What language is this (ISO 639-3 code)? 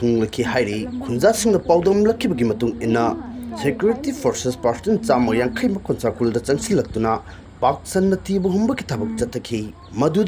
mni